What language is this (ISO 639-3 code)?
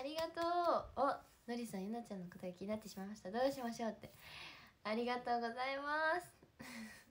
jpn